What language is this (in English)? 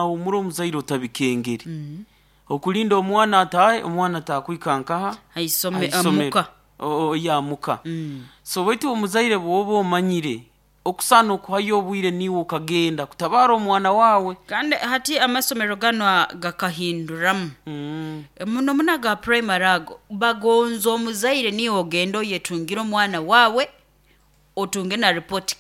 Nyoro